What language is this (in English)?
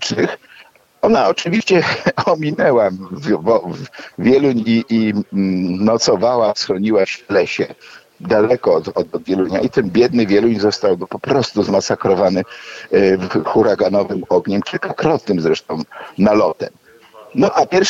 Polish